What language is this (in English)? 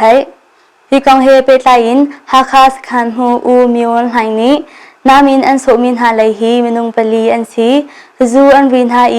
Hakha Chin